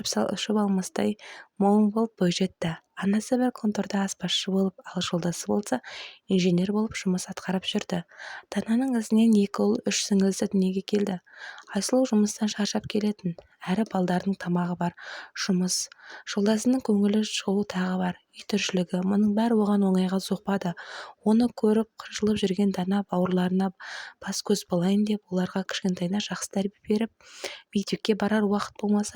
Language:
Kazakh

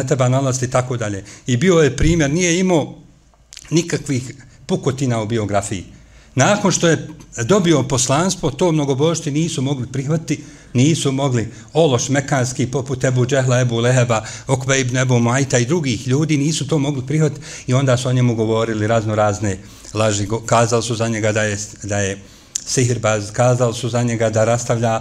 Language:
Bosnian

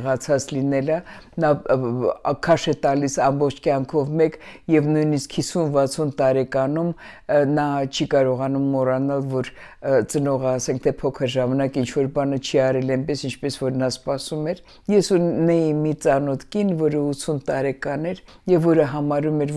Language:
Armenian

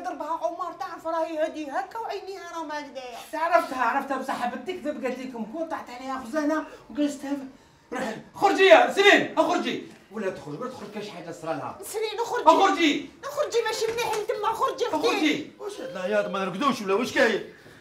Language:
Algerian Arabic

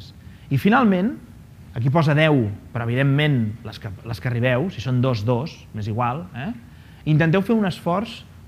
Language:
Catalan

